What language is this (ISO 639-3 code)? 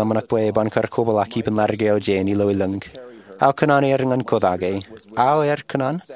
mah